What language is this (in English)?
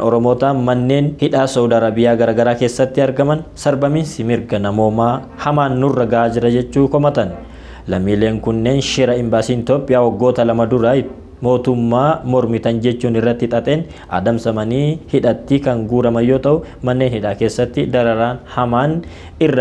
Oromo